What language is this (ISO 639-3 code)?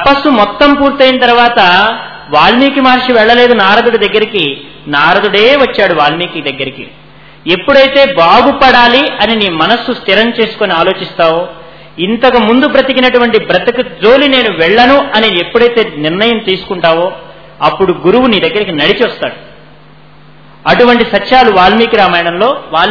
tel